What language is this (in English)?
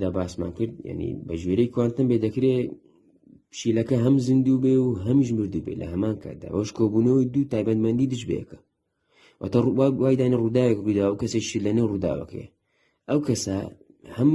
Central Kurdish